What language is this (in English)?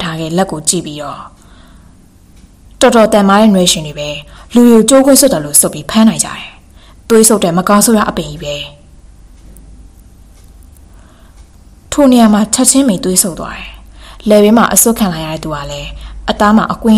Burmese